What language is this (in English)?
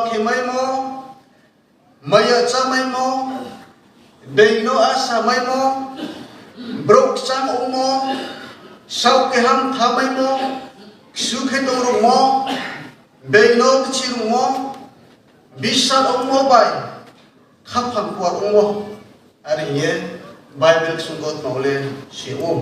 Riang (India)